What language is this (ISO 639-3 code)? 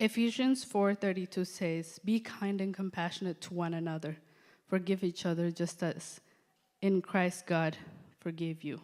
eng